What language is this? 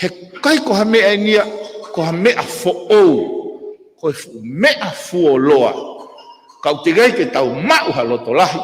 Tongan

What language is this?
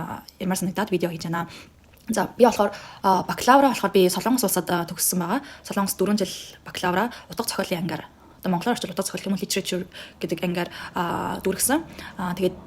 Mongolian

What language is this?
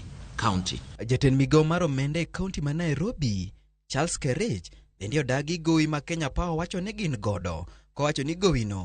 Luo (Kenya and Tanzania)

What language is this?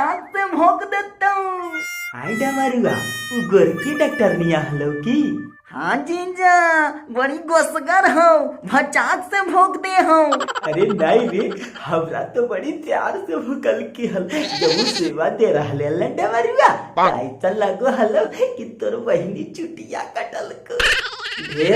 Magahi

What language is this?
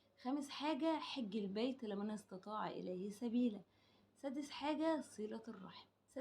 Egyptian Arabic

